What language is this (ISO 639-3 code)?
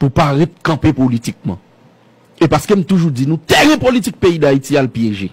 hat